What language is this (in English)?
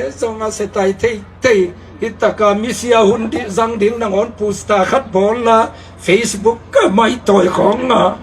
Tedim Chin